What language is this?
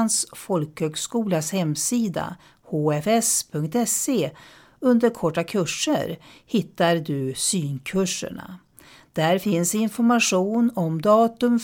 Swedish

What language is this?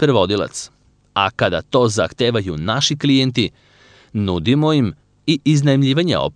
Serbian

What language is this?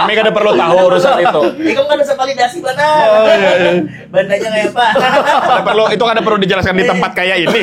Banjar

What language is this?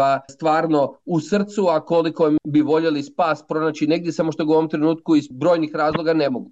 Croatian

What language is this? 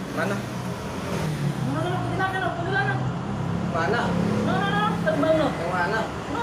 Betawi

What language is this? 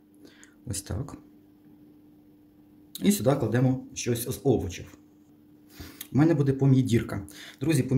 Ukrainian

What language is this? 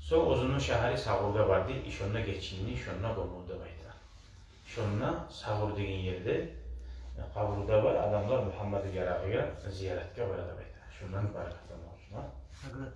Kumyk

